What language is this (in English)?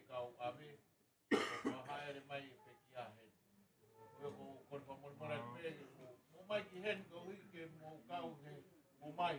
Tongan